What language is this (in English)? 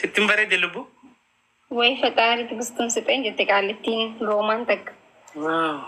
Oromo